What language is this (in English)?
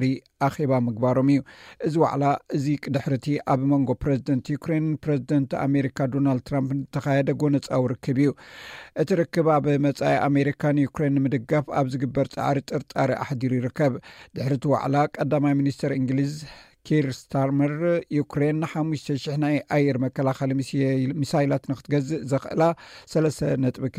Tigrinya